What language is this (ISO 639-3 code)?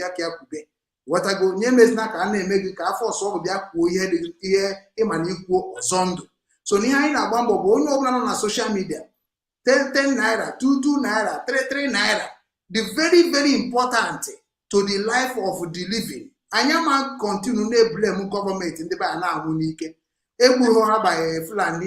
ibo